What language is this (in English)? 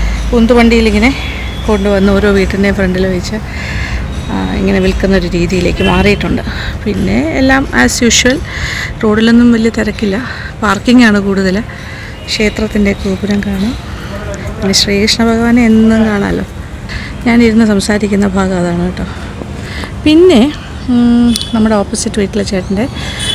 Malayalam